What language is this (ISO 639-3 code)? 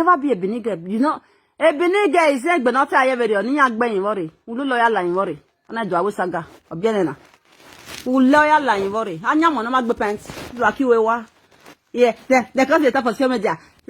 pcm